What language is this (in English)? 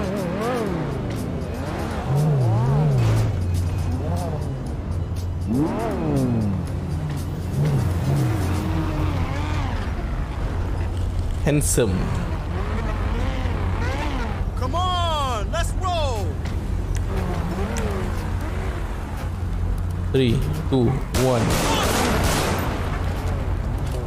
Malay